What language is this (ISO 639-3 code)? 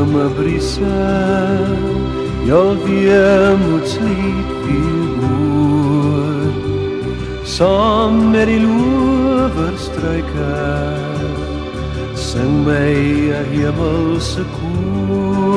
afr